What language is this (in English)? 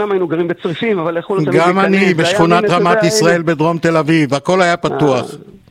Hebrew